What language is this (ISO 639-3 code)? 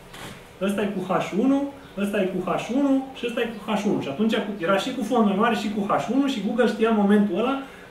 ron